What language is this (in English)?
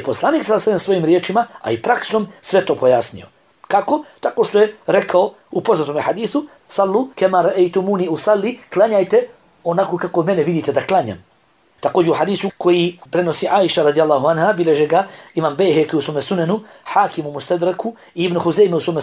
Bosnian